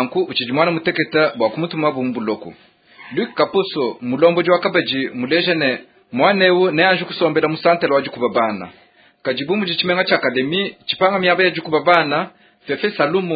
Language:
Luba-Lulua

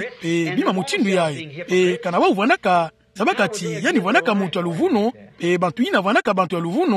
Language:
Kituba (Democratic Republic of Congo)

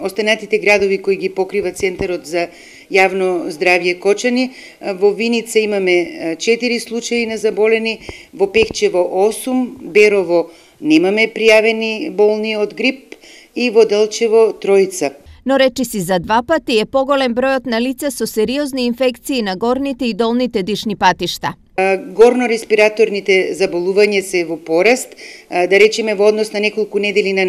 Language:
Macedonian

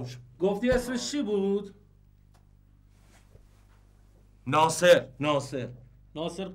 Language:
Persian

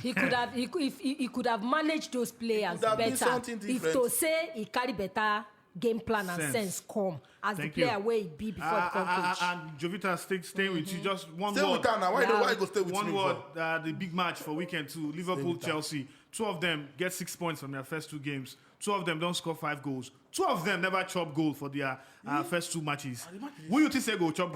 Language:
Nigerian Pidgin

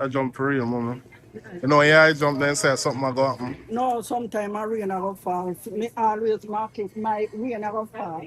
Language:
Jamaican Creole English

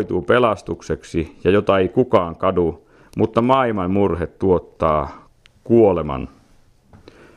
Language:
Finnish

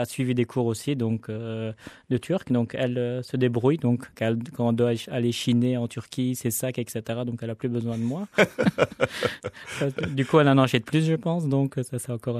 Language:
French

